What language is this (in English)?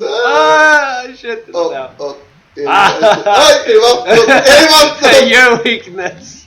Faroese